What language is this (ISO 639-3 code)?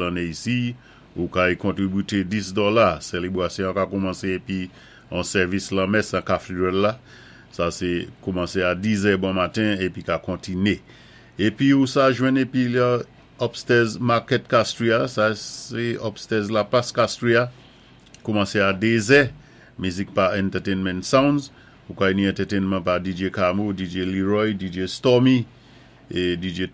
acf